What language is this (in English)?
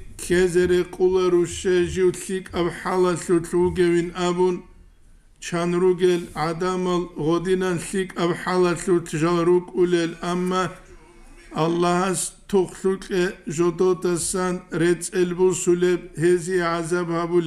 Avaric